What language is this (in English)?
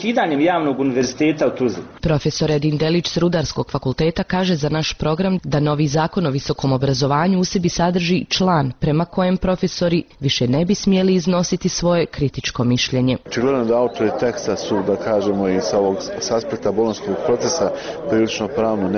Bosnian